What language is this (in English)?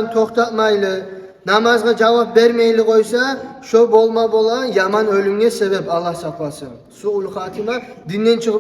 Kumyk